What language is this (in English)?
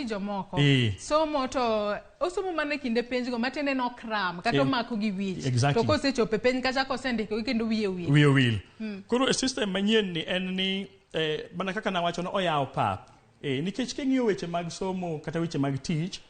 Luo (Kenya and Tanzania)